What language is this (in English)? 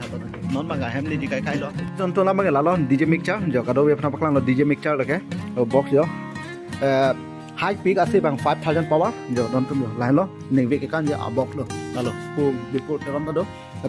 Karbi